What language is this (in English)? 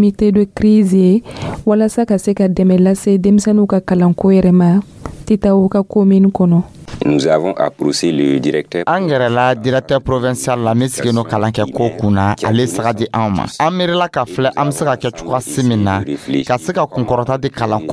Dyula